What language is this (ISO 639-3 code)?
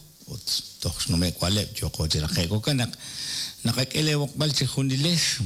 kek